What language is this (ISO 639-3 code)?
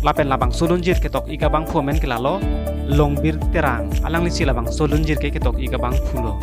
mjw